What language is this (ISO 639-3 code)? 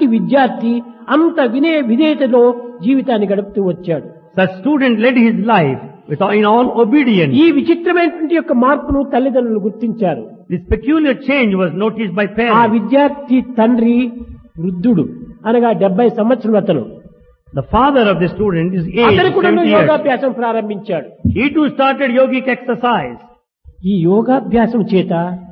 tel